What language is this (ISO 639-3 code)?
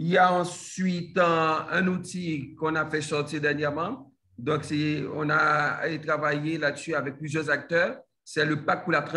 fra